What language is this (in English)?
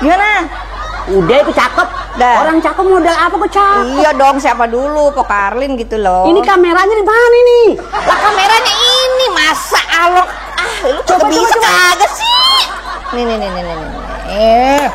Betawi